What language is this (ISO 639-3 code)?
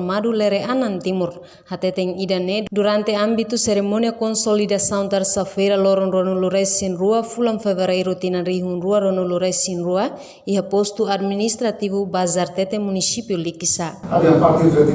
tet